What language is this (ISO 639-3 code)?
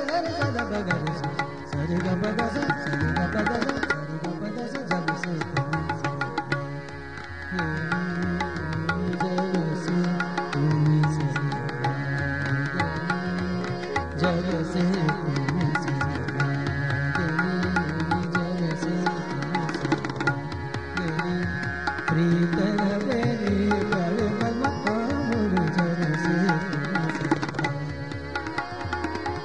hin